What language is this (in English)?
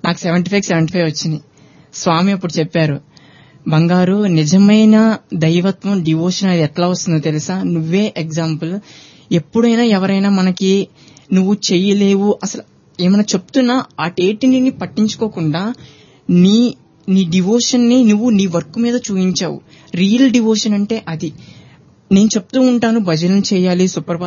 Telugu